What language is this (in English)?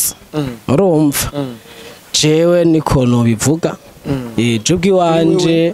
Rundi